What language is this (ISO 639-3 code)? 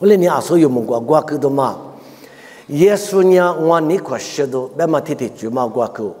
lis